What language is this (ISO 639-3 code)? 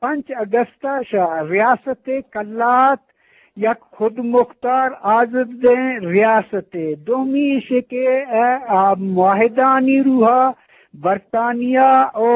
bgp